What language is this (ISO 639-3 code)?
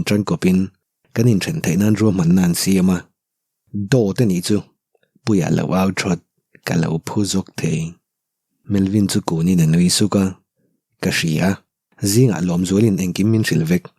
lus